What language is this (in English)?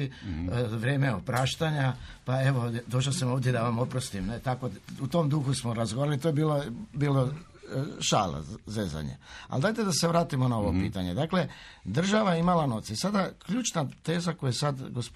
Croatian